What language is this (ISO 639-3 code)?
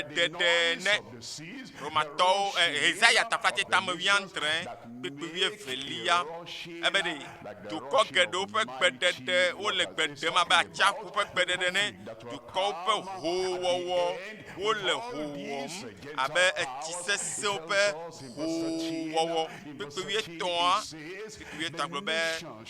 ewe